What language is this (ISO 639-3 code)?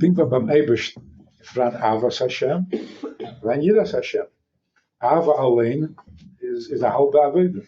yid